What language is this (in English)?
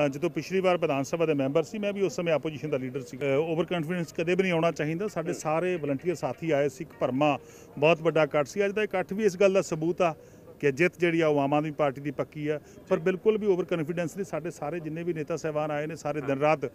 Punjabi